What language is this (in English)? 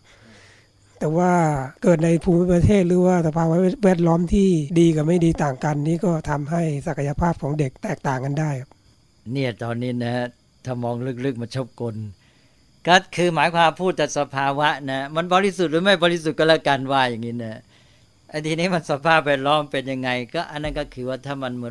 Thai